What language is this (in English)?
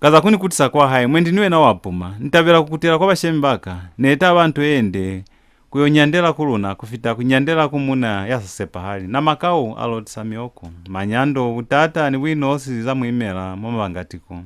Lozi